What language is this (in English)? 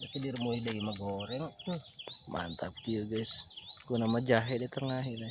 Sundanese